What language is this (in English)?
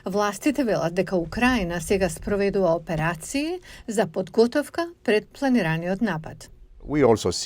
Macedonian